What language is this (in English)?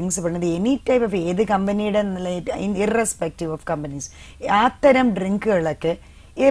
Malayalam